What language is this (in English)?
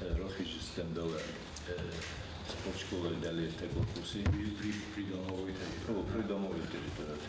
Ossetic